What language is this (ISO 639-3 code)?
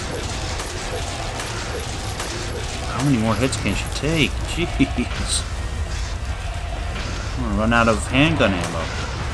eng